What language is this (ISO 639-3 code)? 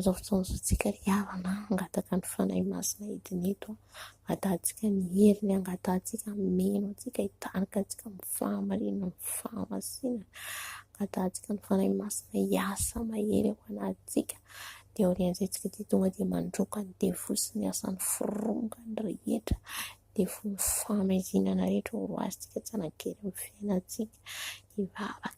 mlg